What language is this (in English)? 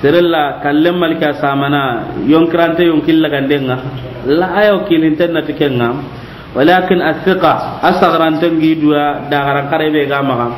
Soninke